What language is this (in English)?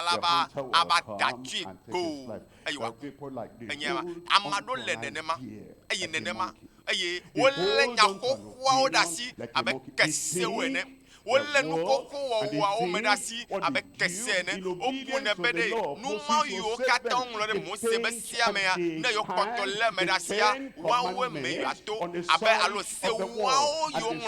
Ewe